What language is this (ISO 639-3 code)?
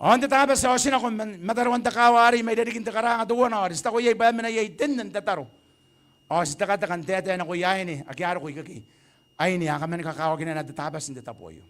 gil